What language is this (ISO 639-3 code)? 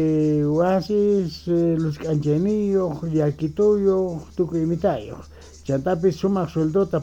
quh